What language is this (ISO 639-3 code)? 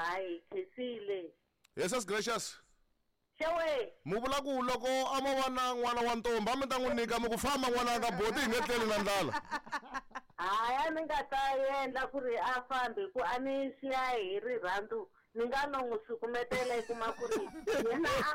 tso